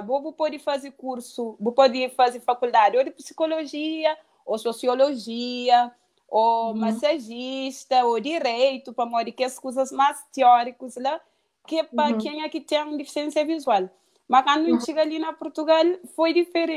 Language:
Kabuverdianu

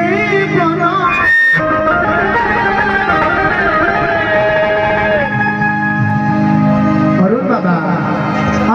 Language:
Bhojpuri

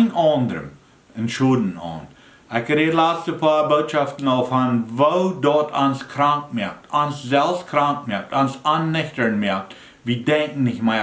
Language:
Plautdietsch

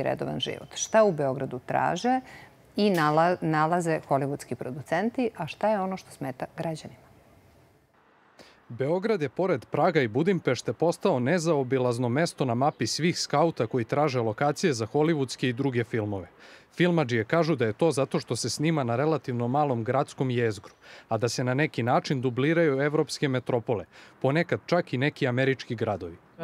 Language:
Serbian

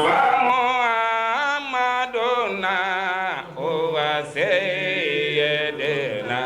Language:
Fula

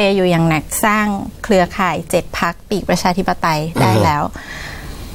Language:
Thai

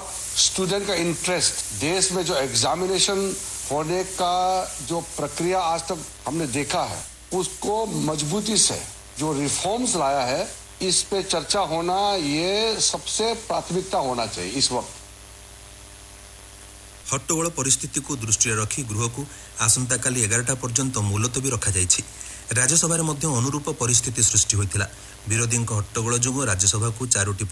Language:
Odia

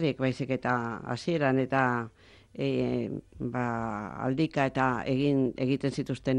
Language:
Basque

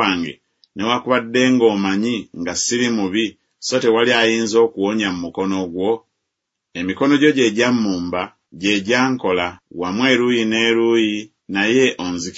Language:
Ganda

